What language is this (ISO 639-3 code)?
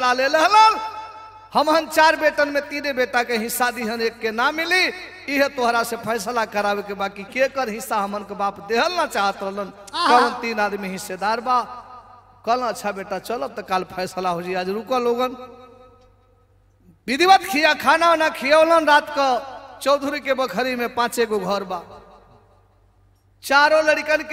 bho